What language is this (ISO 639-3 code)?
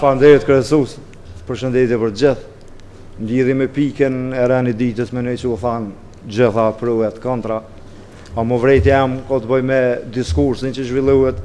sqi